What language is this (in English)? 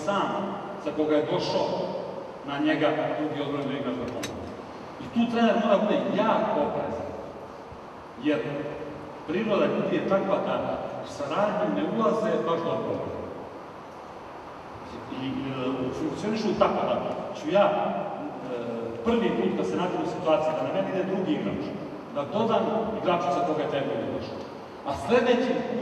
Serbian